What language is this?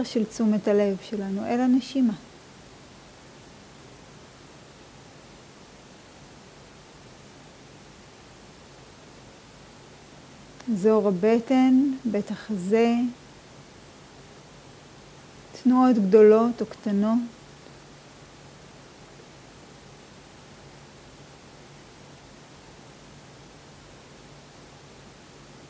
Hebrew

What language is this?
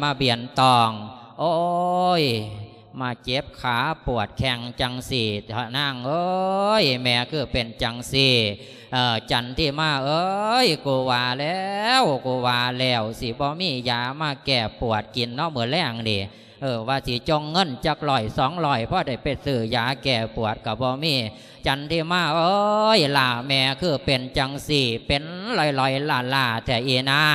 Lao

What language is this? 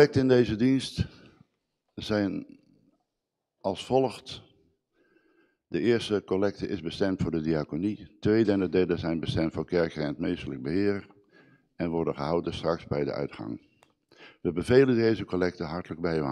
Dutch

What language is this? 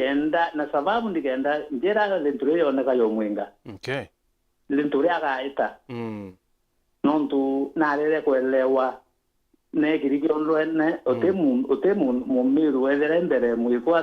Meru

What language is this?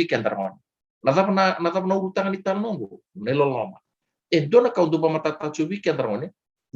Fijian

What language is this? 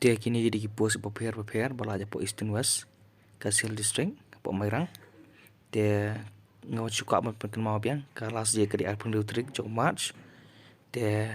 Khasi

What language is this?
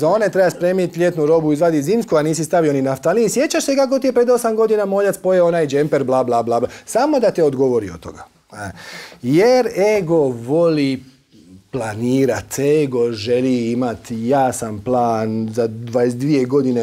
Croatian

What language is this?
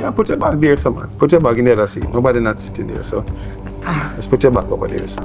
Jamaican Creole English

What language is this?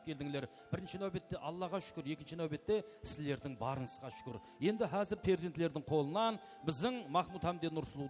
Kara-Kalpak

